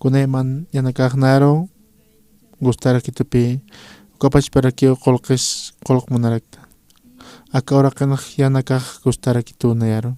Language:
Aymara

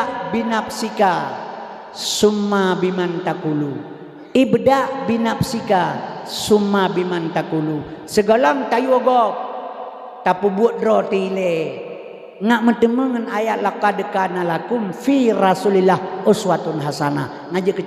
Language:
Achinese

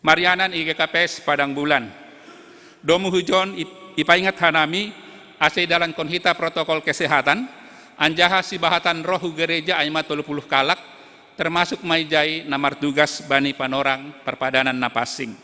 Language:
Batak Simalungun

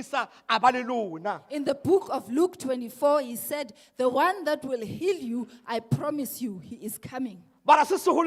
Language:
Southern Sotho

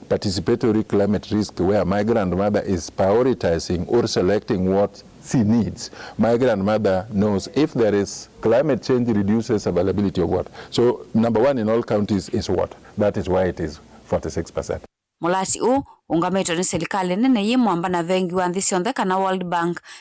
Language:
Kamba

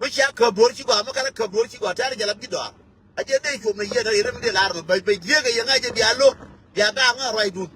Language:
Nuer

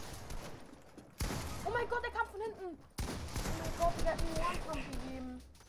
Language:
German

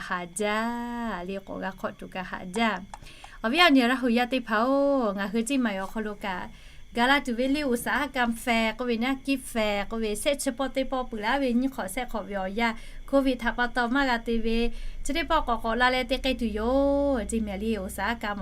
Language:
Lahu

